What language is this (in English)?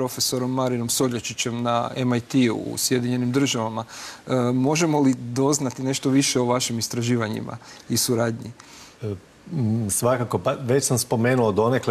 Croatian